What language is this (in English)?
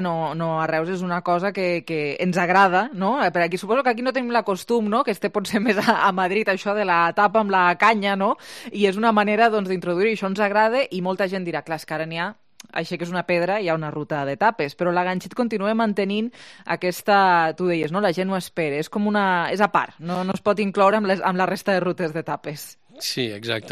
Catalan